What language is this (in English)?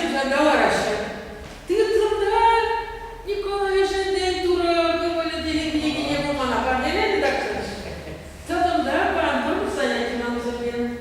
Chuvash